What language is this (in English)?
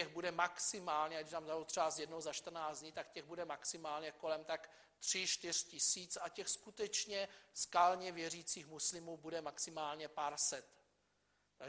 Czech